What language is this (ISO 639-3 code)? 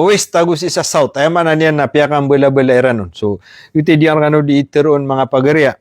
mrw